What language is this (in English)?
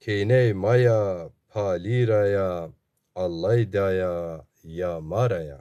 Zaza